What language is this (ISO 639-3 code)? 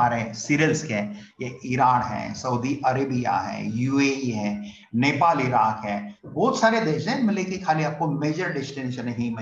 hin